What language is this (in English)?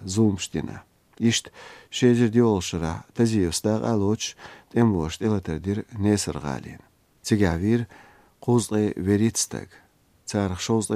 Chechen